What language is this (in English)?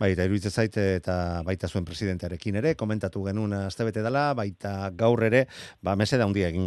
Basque